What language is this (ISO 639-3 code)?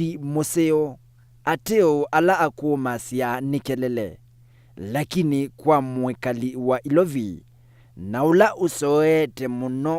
kam